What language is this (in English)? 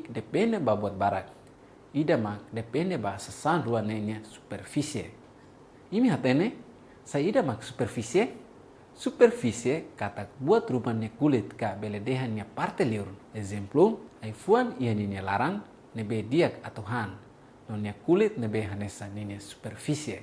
Tetum